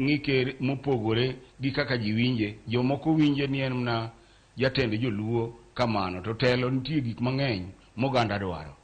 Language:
Luo (Kenya and Tanzania)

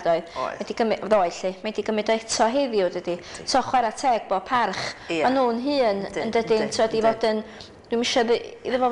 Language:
Welsh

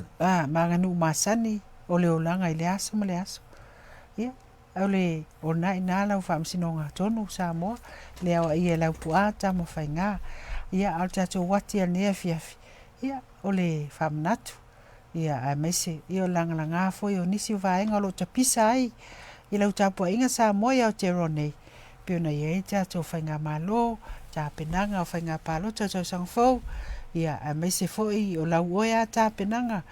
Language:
Samoan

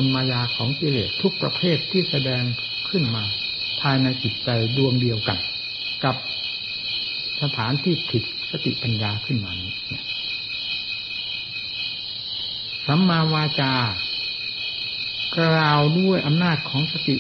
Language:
Thai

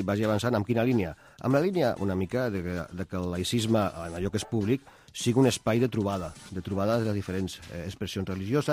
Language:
Catalan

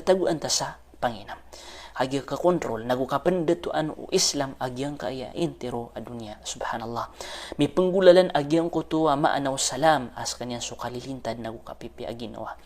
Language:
Maranao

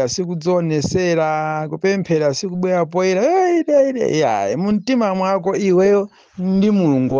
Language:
Nyanja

